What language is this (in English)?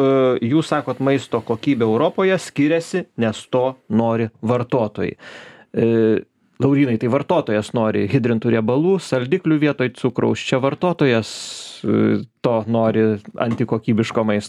Lithuanian